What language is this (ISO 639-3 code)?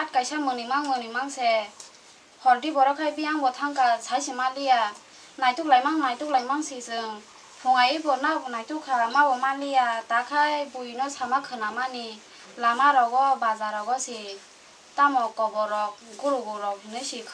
trp